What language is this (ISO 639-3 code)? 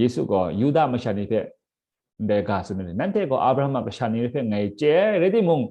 kac